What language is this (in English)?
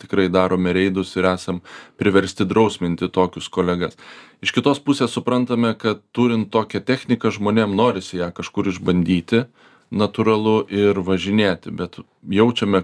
Lithuanian